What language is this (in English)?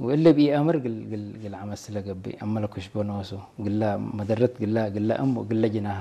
Tigrinya